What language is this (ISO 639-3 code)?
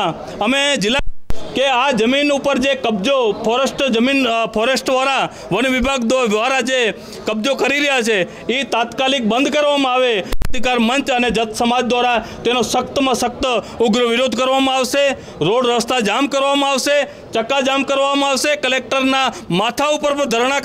guj